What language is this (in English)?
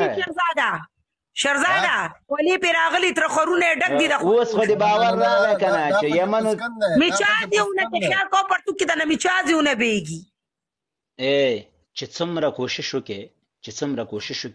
Pashto